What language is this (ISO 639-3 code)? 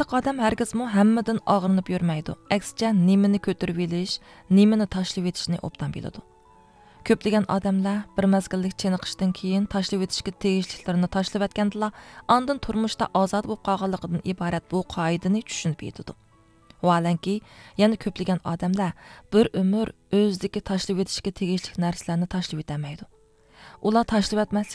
uig